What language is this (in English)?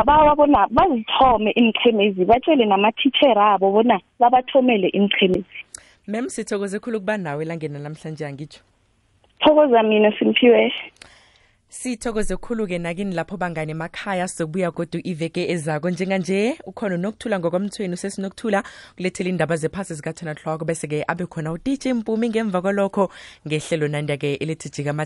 South Ndebele